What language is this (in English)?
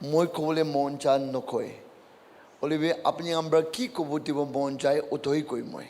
Naga Pidgin